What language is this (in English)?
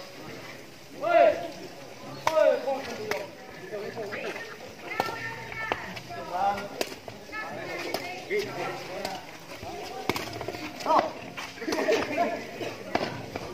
Malay